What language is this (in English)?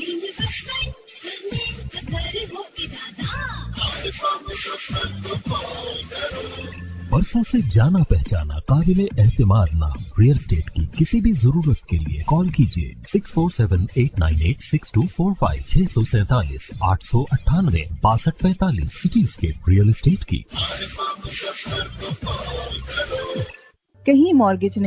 Urdu